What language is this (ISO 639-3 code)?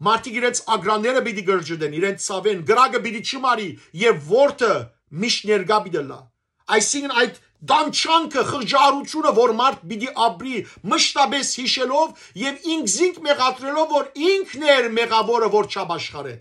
hyw